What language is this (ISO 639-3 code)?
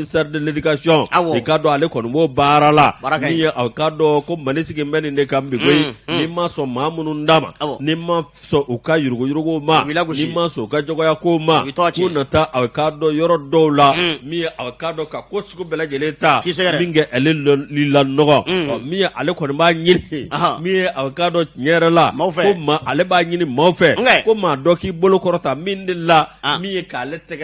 bam